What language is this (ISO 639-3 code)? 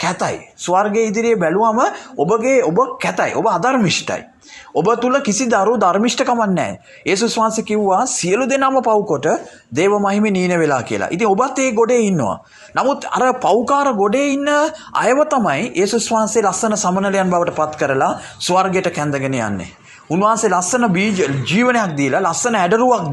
sin